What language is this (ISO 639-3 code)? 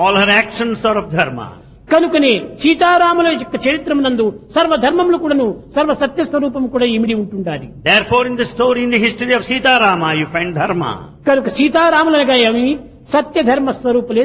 tel